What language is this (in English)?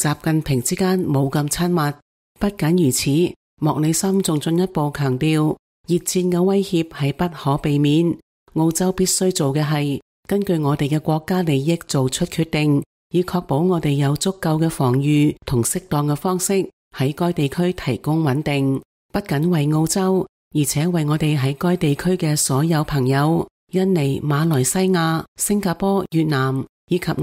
Cantonese